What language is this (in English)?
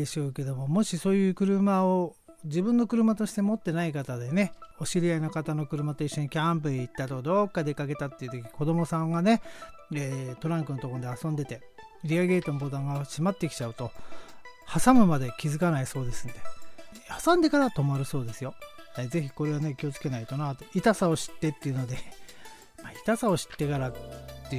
Japanese